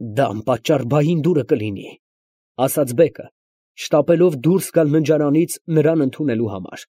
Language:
Armenian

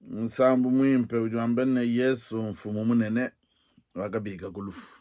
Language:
Luba-Lulua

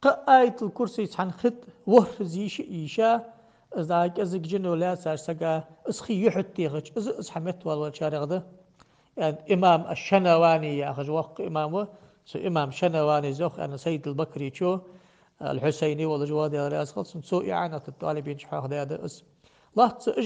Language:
Ingush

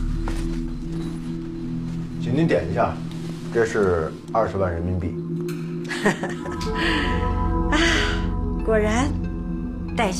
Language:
Chinese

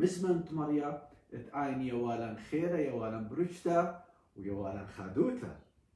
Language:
Assyrian Neo-Aramaic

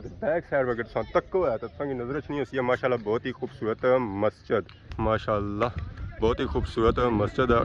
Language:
Pahari-Potwari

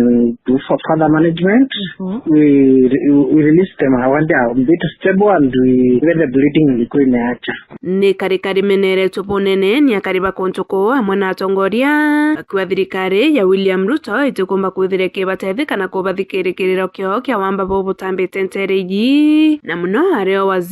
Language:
Meru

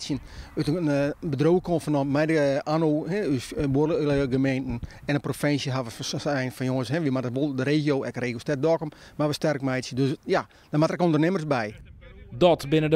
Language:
Western Frisian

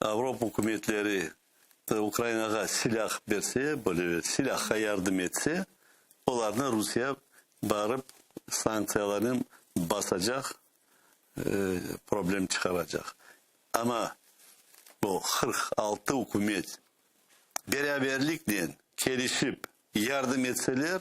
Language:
Crimean Tatar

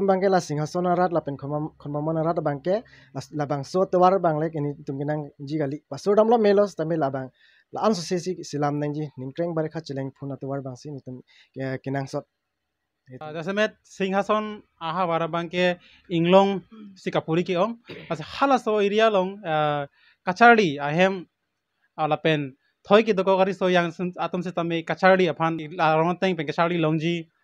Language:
Karbi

